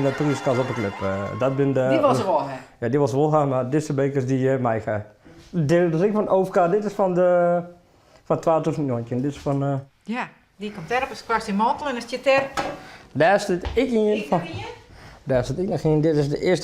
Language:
Western Frisian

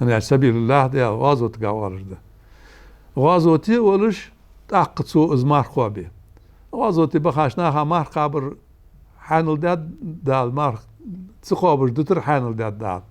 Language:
Ingush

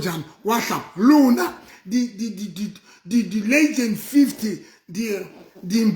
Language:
Southern Sotho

